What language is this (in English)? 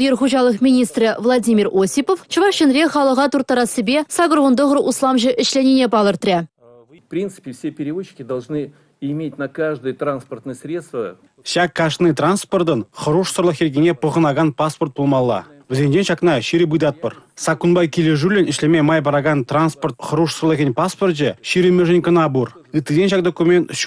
Chuvash